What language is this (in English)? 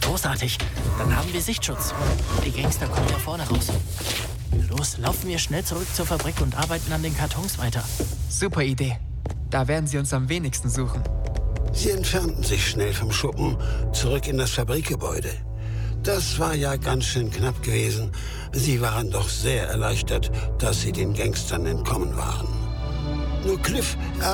German